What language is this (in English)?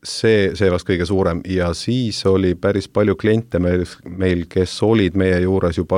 Estonian